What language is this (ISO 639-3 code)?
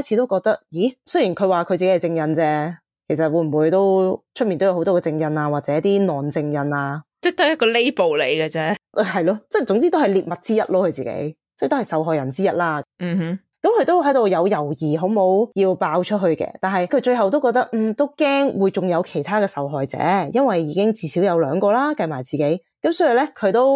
yue